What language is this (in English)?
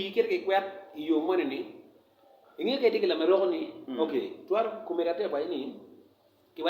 Acoli